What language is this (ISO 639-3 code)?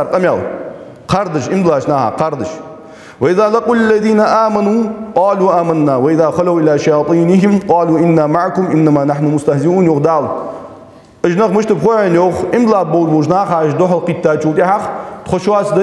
inh